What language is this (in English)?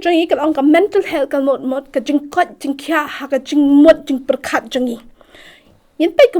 Khasi